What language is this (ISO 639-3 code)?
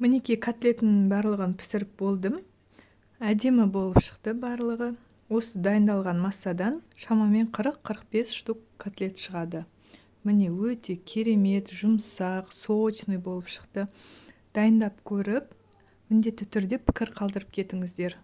kaz